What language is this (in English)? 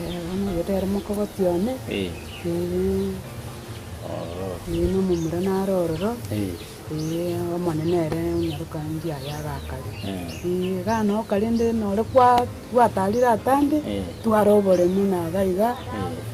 Gusii